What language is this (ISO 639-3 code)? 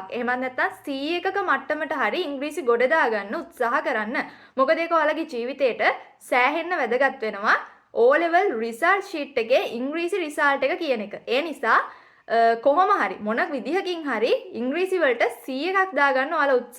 sin